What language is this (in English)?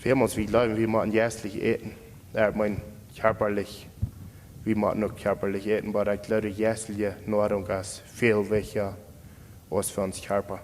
Plautdietsch